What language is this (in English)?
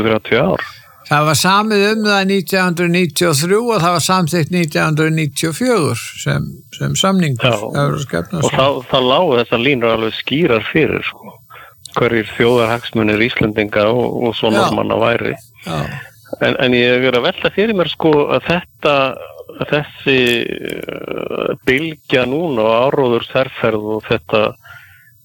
Icelandic